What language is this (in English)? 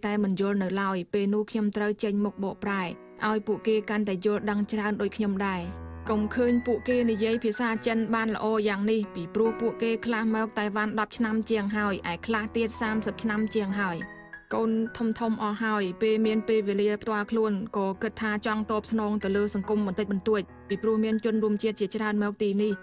Khmer